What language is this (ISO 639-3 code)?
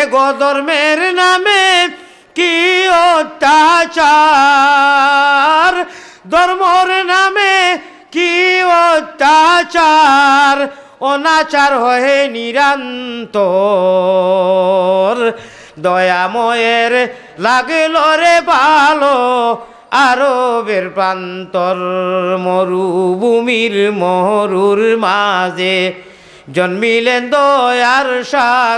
syl